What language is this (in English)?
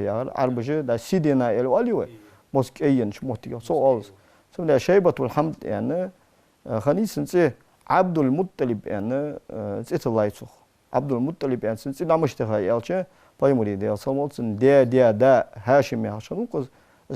Ingush